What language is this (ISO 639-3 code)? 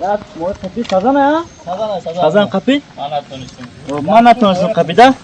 tgk